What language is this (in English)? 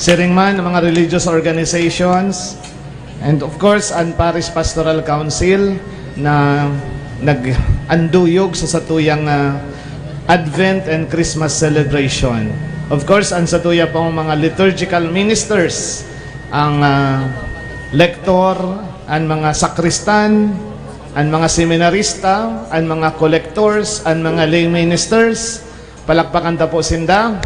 Bikol